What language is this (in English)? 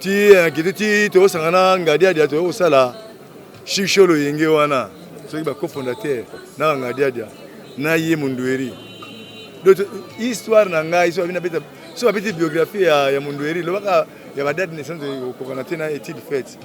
Lingala